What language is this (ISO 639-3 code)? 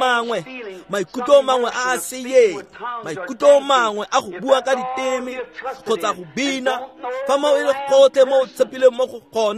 tsn